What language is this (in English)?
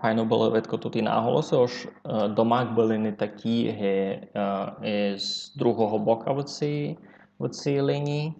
Rusyn